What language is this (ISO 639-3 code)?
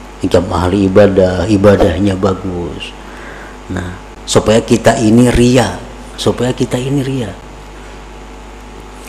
ind